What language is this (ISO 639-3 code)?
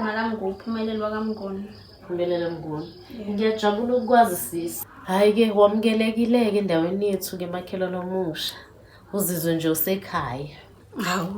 zul